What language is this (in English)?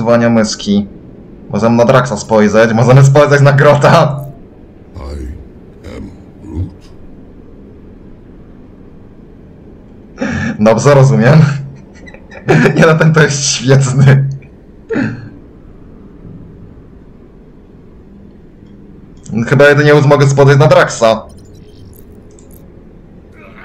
Polish